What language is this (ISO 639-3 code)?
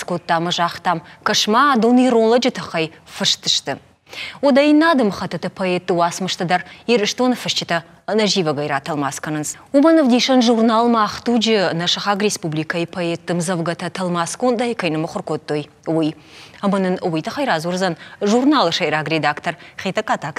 oss